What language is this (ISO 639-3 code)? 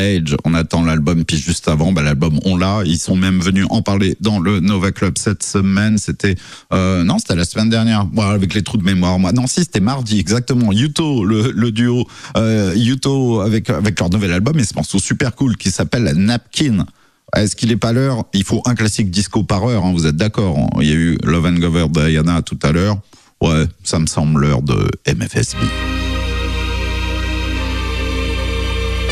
fra